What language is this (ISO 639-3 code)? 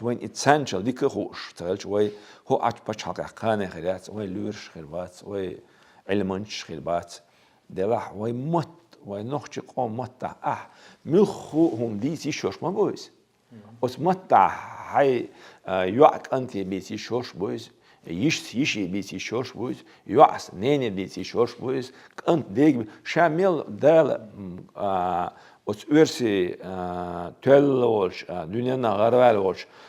che